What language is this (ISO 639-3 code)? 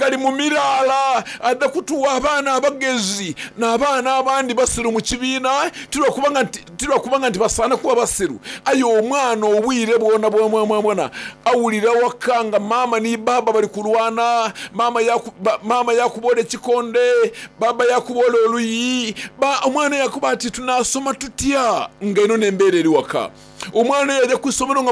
xog